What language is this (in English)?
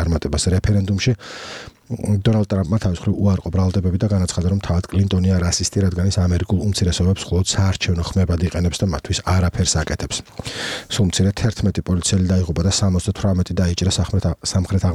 Georgian